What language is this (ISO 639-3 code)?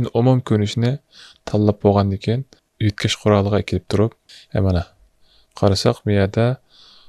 uig